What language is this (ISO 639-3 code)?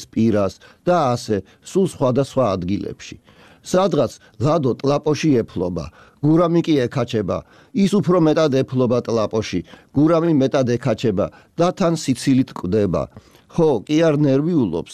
kat